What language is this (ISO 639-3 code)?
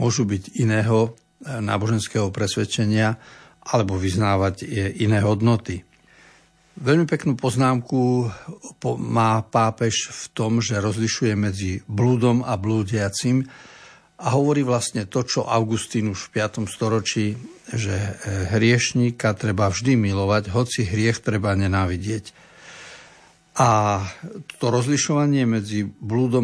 slk